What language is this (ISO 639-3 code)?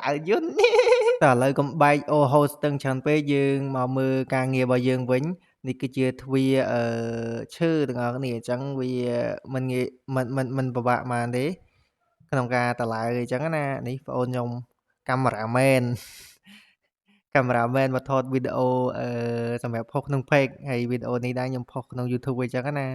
khm